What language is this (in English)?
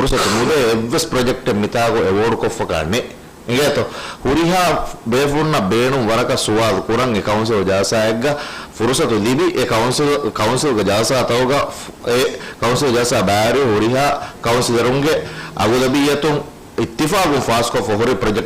Divehi